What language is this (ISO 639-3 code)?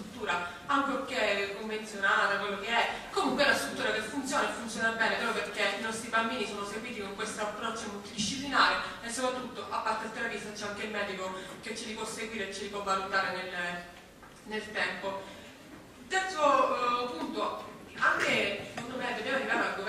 ita